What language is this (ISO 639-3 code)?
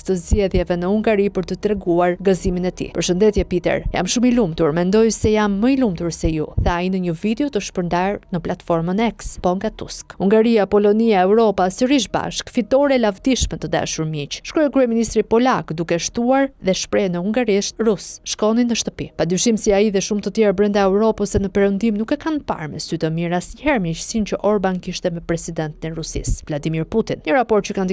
sqi